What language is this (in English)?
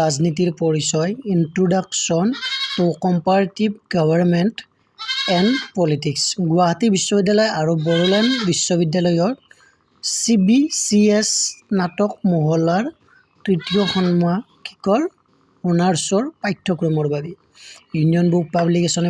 Assamese